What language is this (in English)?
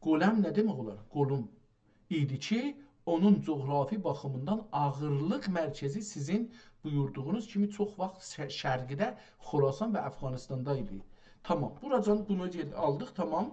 South Azerbaijani